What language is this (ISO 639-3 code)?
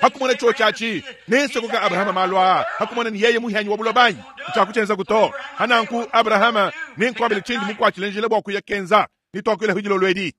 lua